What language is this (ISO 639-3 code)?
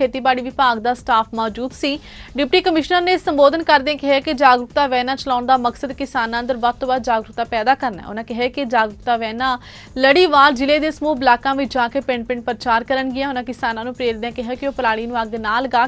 pan